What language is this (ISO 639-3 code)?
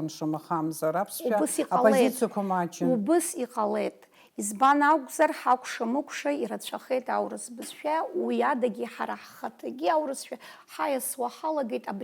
abk